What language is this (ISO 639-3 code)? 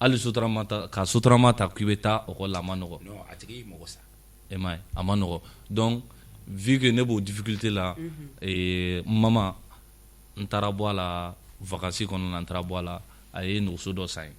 bam